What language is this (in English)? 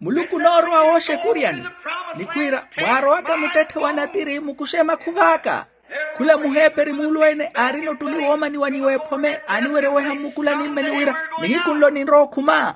Makhuwa